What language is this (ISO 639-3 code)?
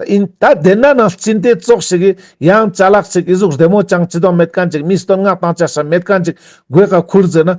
lbj